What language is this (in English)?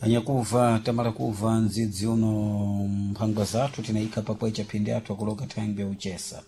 Sena